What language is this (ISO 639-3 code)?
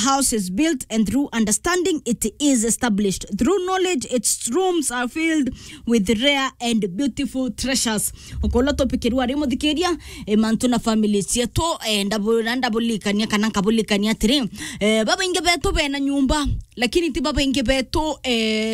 mer